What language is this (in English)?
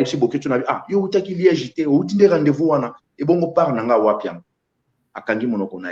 Lingala